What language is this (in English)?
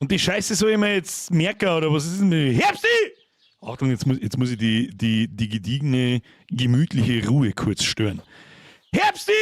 Bavarian